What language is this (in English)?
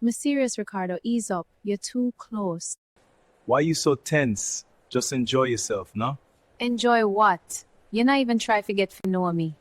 Jamaican Creole English